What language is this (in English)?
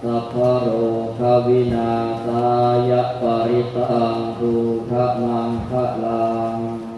Pali